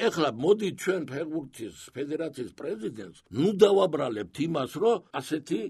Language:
Georgian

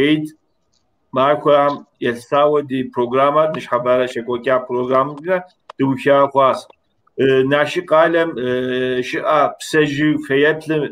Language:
Kabardian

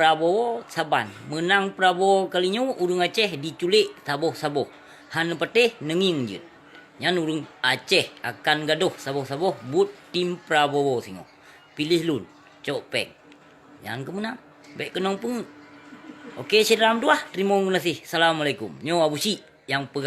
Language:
Achinese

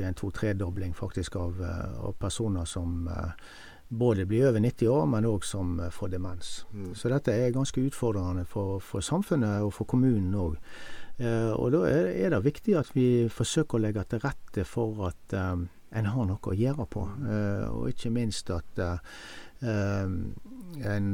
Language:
Norwegian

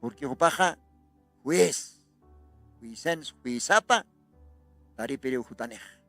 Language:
Aymara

